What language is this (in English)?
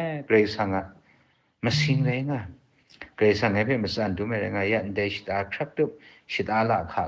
Kachin